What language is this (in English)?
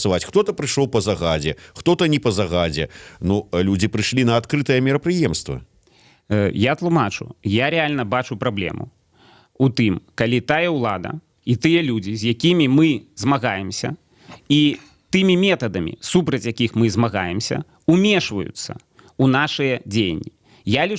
Belarusian